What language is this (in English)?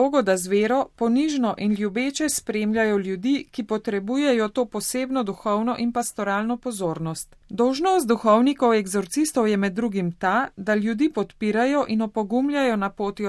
Slovenian